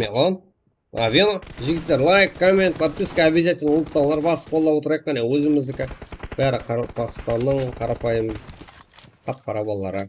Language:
Kara-Kalpak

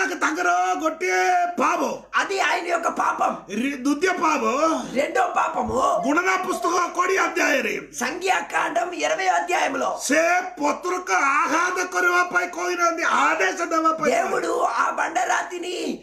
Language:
Telugu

